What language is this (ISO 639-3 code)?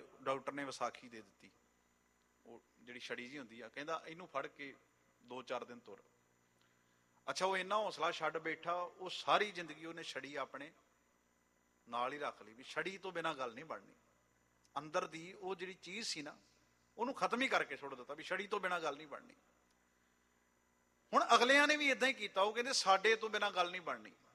pan